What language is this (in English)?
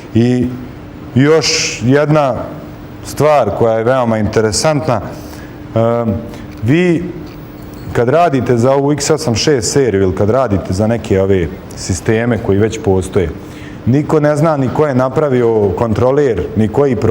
Bosnian